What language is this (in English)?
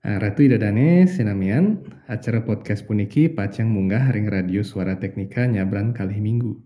Balinese